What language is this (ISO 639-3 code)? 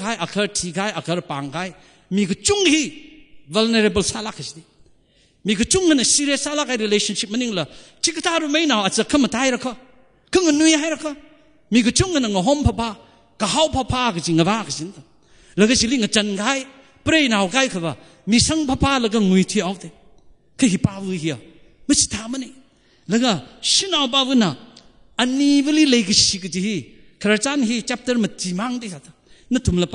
nmf